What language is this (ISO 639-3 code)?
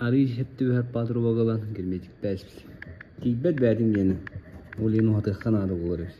sah